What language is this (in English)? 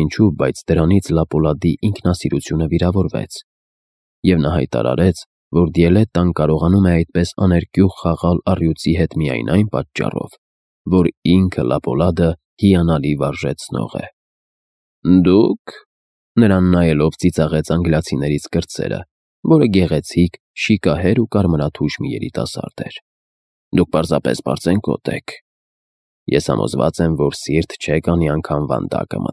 Armenian